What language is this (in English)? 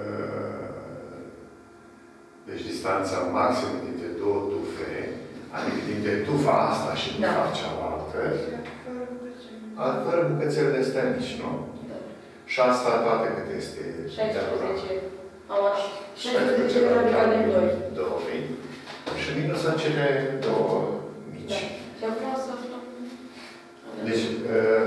Romanian